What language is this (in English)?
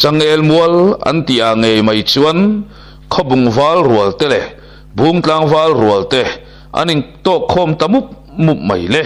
Mizo